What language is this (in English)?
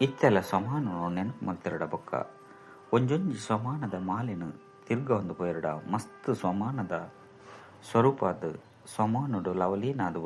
Tulu